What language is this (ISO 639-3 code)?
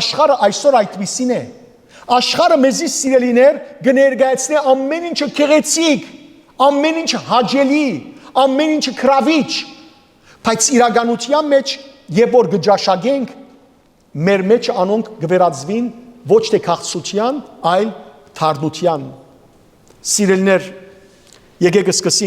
hyw